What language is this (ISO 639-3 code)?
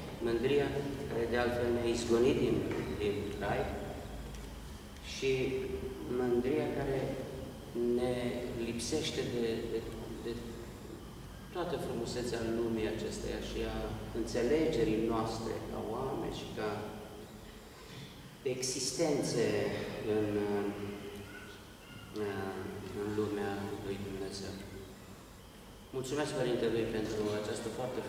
ron